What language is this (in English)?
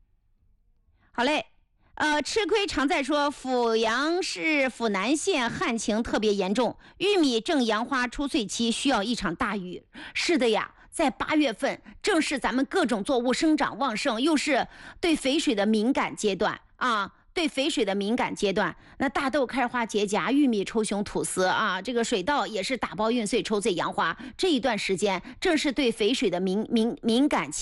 Chinese